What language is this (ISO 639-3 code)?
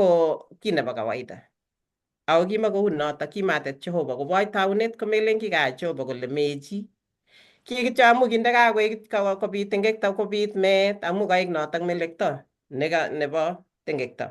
kln